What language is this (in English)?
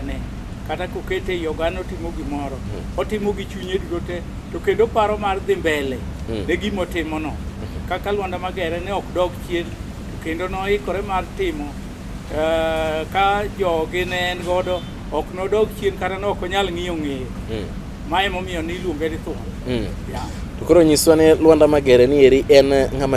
Luo (Kenya and Tanzania)